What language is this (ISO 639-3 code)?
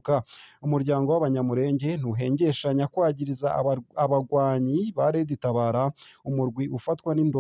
run